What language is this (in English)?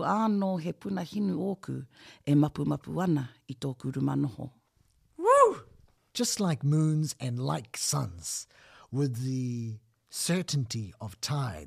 Māori